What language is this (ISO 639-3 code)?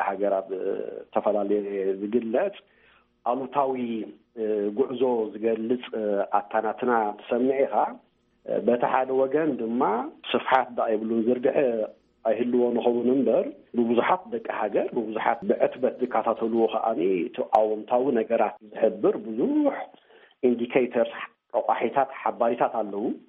tir